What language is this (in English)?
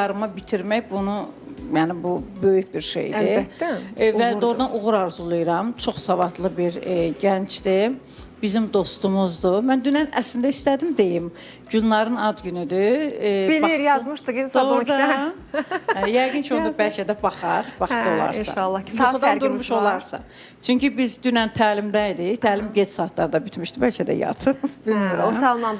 Azerbaijani